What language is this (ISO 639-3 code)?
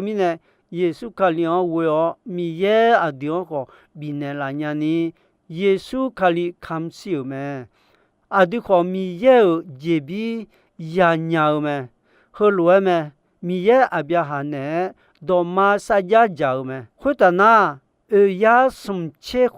ahk